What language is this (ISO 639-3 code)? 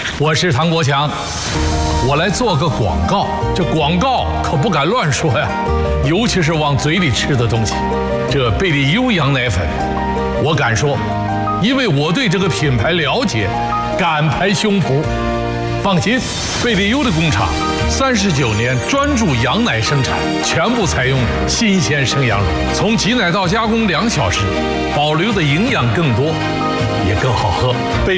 zho